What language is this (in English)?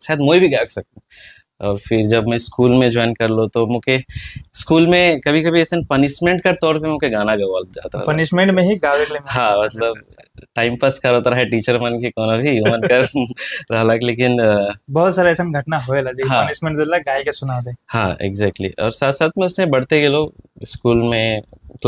Sadri